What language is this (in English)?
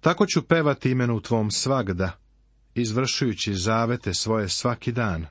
Serbian